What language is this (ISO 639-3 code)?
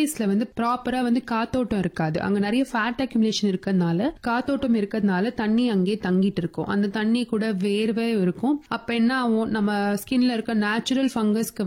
tam